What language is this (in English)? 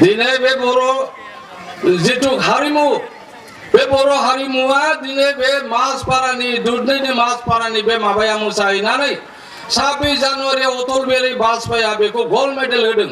Bodo